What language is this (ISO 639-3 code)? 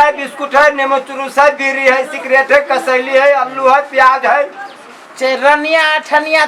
mai